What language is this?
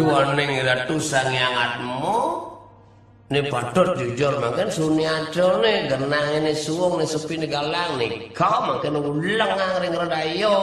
Balinese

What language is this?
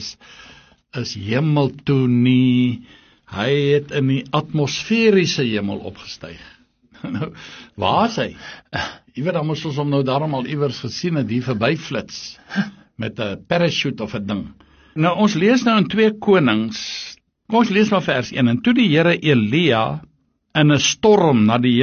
Afrikaans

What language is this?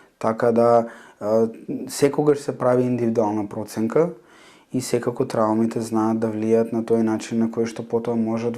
Macedonian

